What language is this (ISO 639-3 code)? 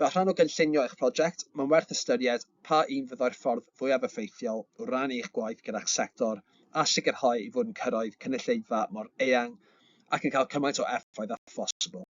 cym